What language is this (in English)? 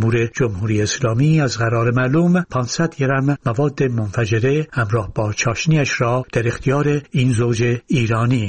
Persian